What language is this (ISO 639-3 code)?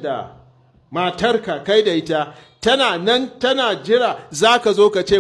hau